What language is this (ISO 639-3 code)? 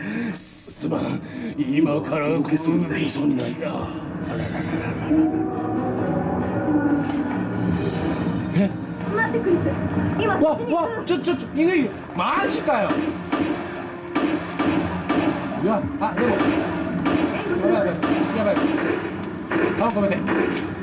jpn